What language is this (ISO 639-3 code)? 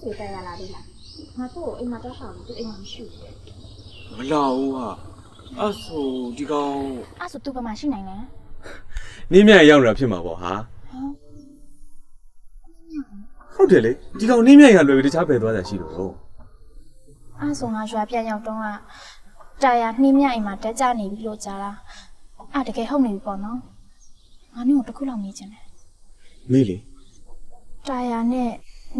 mya